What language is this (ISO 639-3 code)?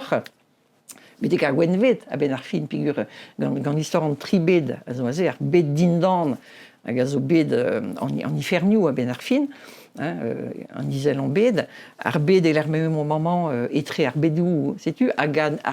bre